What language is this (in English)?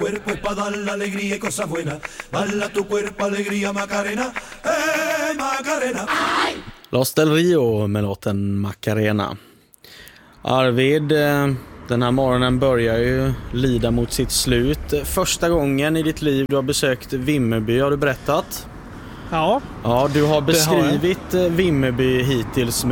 Swedish